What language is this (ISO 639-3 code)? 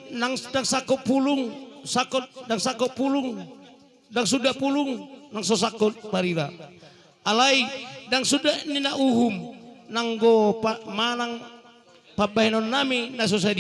bbc